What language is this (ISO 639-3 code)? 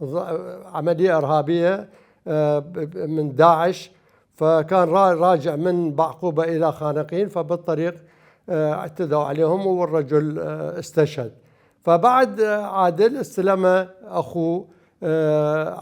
acm